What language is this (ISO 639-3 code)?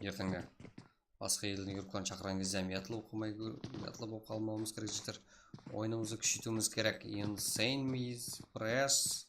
kaa